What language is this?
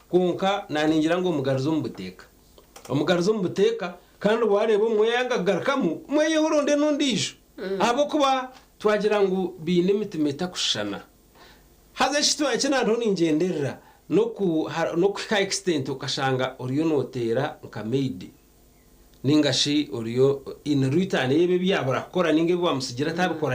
Nyankole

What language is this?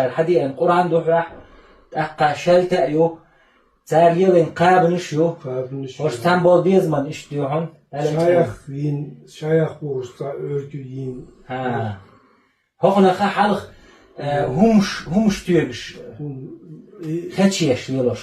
Chechen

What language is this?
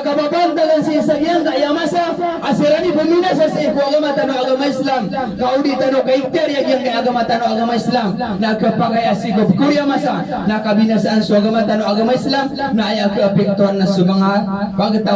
Maranao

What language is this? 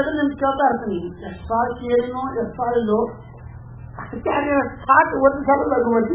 Kannada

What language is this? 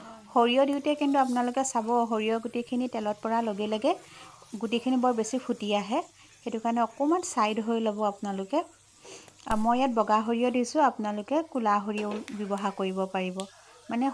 Assamese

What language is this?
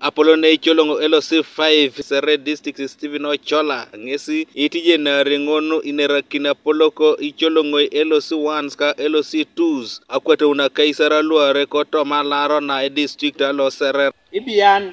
Teso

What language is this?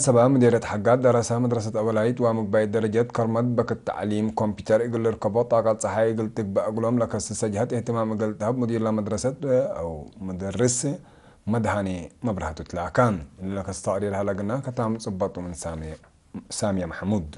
Tigre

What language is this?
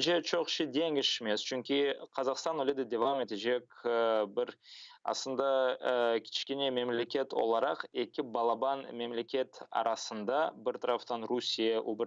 Crimean Tatar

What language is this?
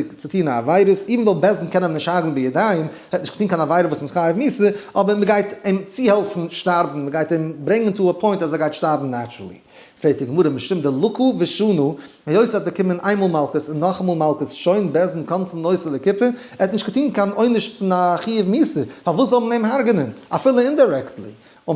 Yiddish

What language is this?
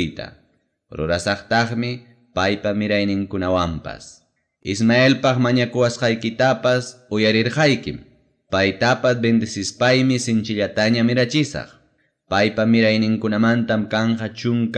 Ayacucho Quechua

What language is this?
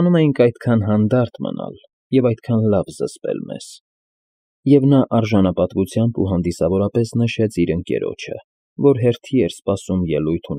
Armenian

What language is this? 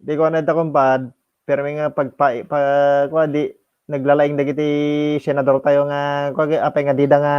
Iloko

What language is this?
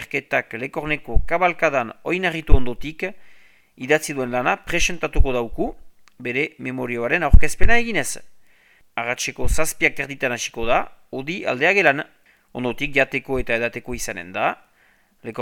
Basque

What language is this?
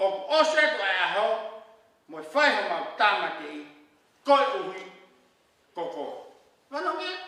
Tongan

